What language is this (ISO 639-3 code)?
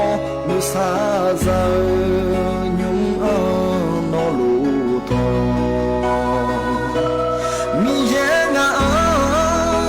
ahk